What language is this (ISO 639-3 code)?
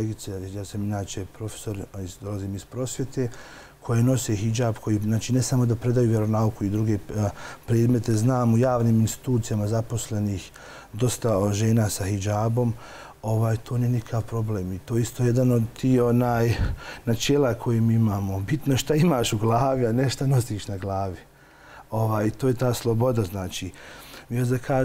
bos